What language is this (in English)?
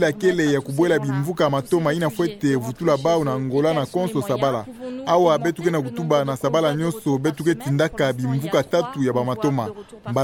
Kituba (Democratic Republic of Congo)